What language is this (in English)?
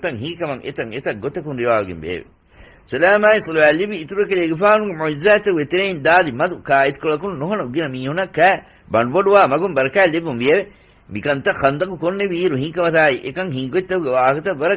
Divehi